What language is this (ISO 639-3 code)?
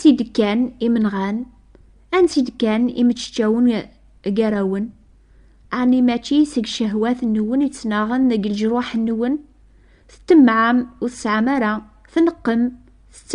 kab